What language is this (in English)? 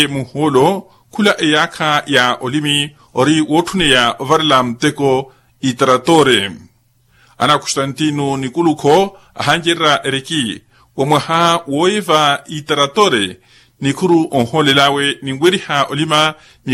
Makhuwa